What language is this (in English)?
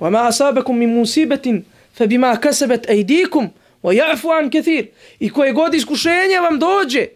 Bosnian